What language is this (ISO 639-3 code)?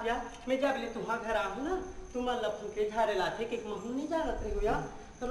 hne